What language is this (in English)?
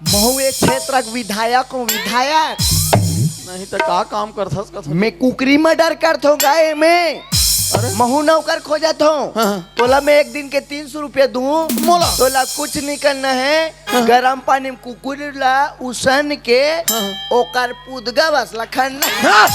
Chhattisgarhi